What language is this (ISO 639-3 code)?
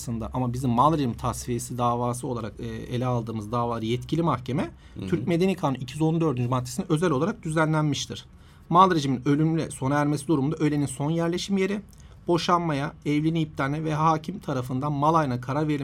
tur